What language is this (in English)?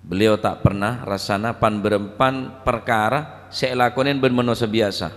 Madurese